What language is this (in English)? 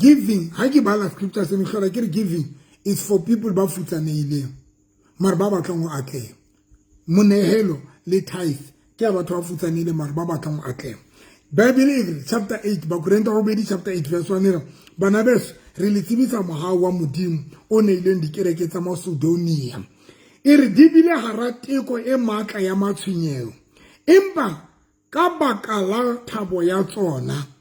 Southern Sotho